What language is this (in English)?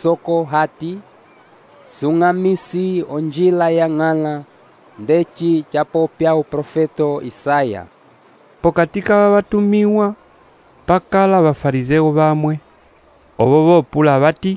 Umbundu